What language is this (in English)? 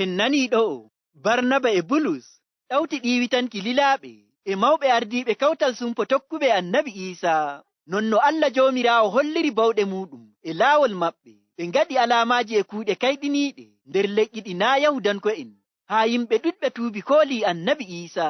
Fula